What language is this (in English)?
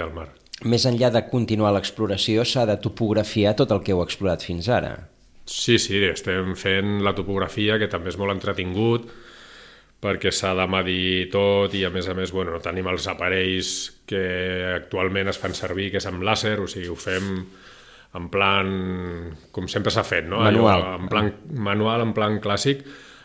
Catalan